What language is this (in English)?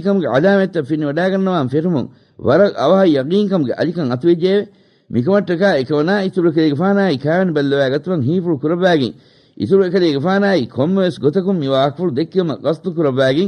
Divehi